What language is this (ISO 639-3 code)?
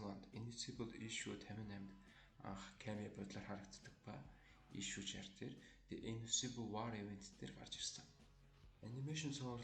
mon